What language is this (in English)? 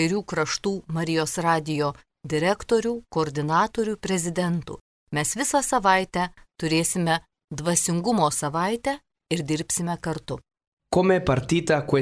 Lithuanian